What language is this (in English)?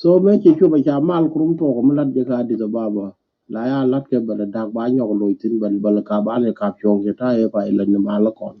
Nuer